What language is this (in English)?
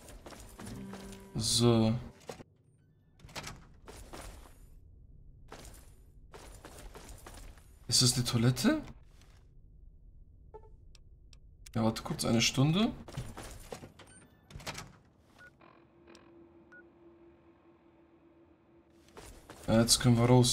German